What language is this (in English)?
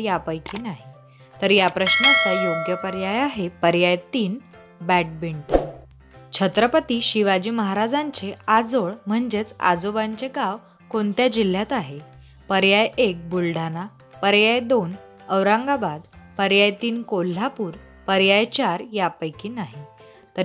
Marathi